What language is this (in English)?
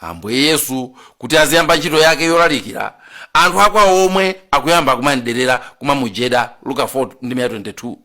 Nyanja